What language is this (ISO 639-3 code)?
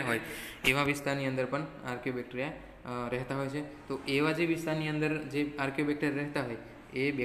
guj